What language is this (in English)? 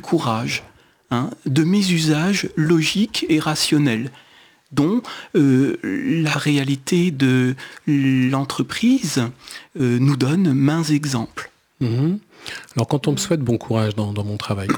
French